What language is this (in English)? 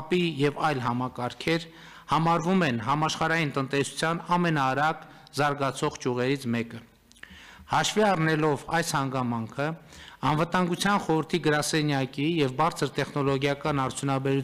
Armenian